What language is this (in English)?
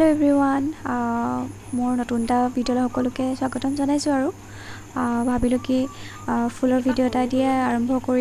Assamese